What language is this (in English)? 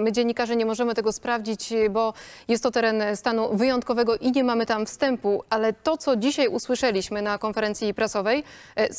Polish